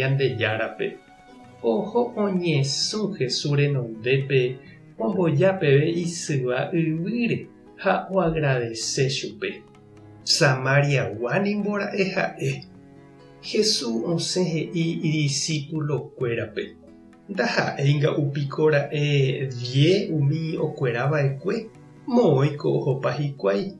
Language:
Guarani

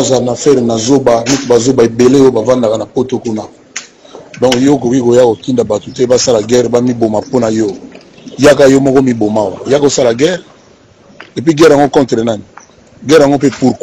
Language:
Lingala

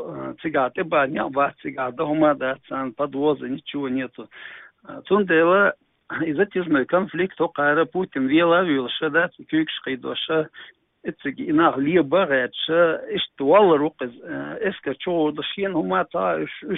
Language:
Chechen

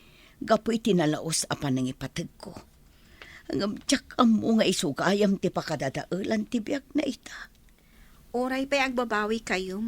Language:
Iloko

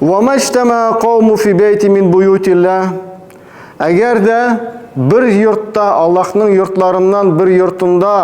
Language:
Tatar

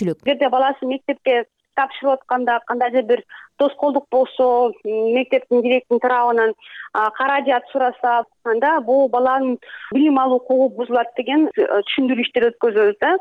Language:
Kyrgyz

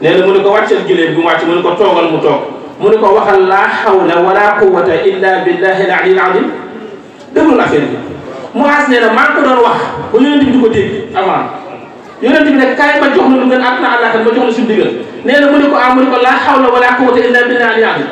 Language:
Wolof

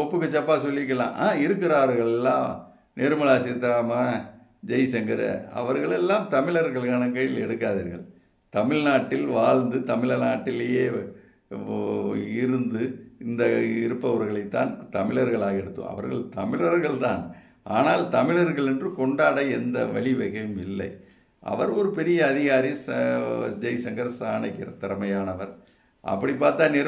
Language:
Tamil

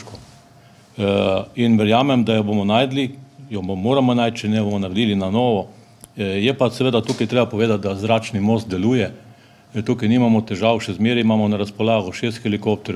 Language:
Slovenian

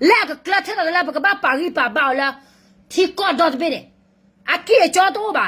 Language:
S'gaw Karen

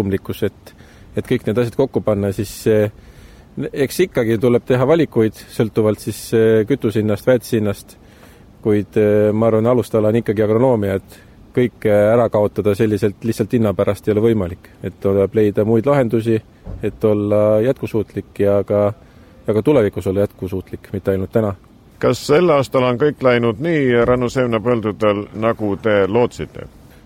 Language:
Estonian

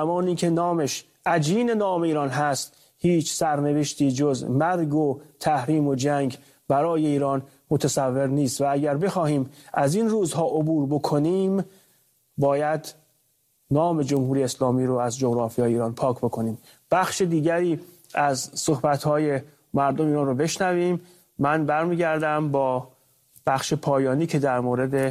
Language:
Persian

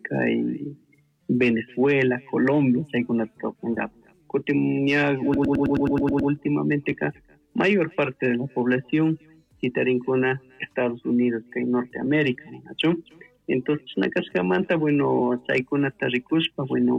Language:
Chimborazo Highland Quichua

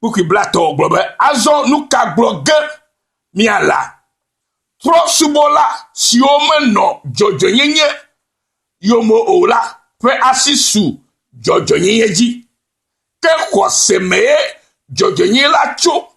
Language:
Ewe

